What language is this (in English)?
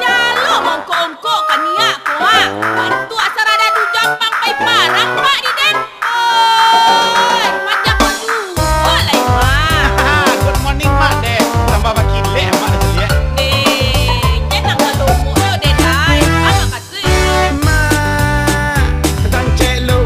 Minangkabau